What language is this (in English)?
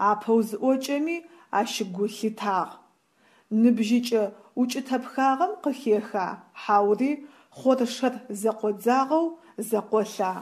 Adyghe